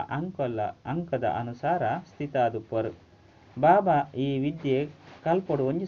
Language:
Tulu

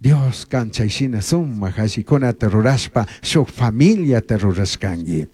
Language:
Chimborazo Highland Quichua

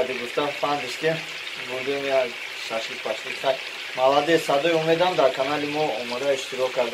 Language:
Tajik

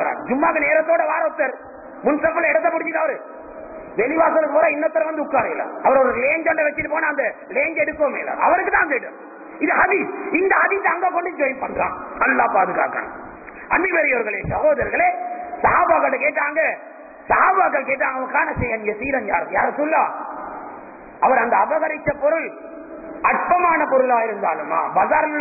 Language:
Tamil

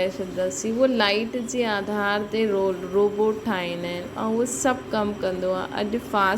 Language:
Sindhi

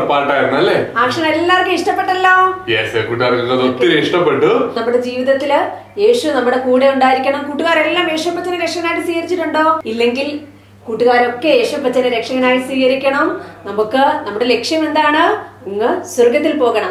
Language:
Malayalam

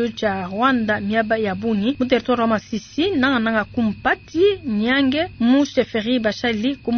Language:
Luba-Lulua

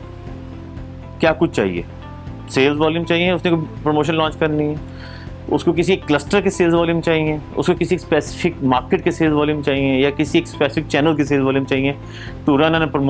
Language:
Hindi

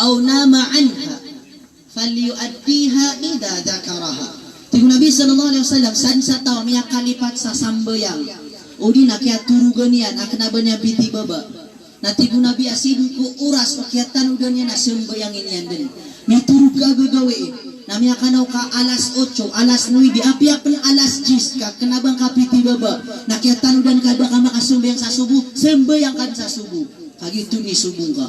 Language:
Maranao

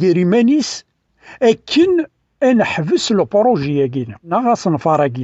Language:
Kabyle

